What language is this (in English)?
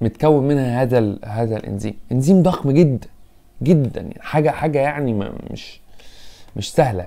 Egyptian Arabic